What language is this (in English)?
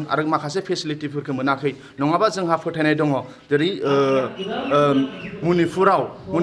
Bodo